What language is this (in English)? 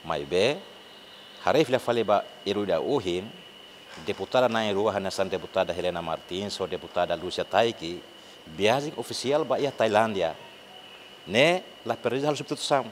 Tetum